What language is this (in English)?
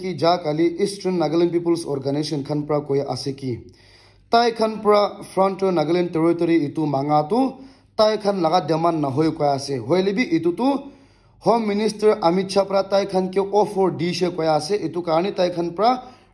Naga Pidgin